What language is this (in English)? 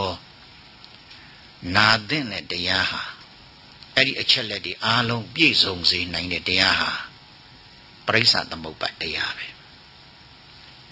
Burmese